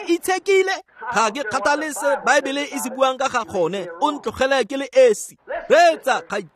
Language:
Tswana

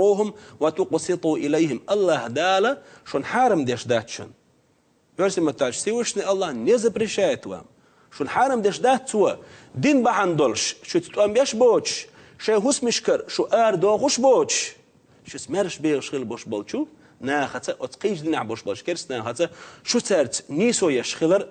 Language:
Chechen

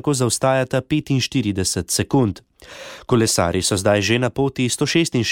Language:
Slovenian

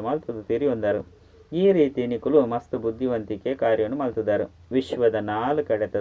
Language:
Tulu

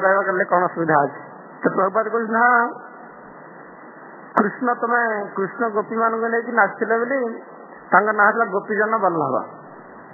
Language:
Odia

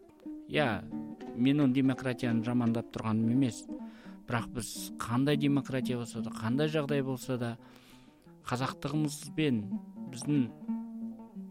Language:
Kazakh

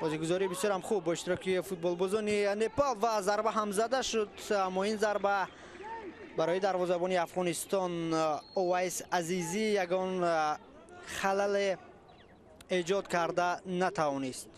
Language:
Tajik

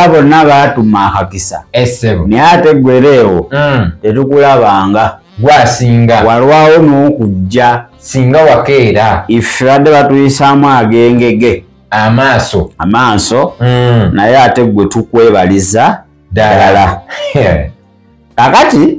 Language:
Ganda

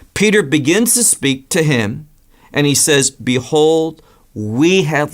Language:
English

